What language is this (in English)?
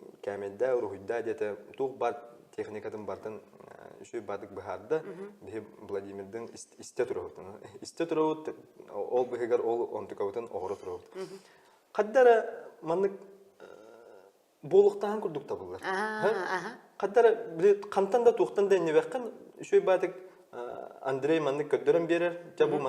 Yakut